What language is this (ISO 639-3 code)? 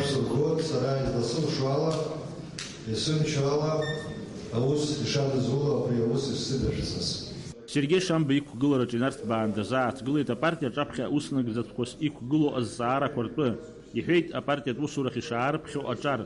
abk